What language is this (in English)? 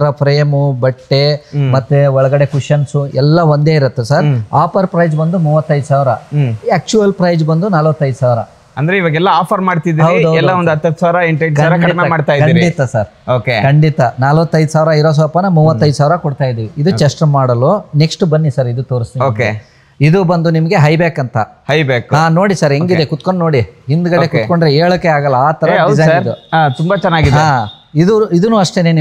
Kannada